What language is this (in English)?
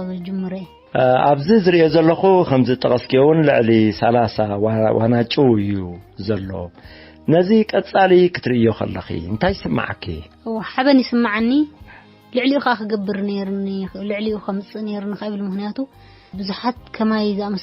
Tigrinya